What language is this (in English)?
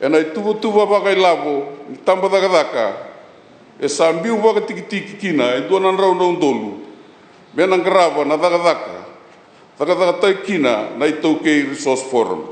Fijian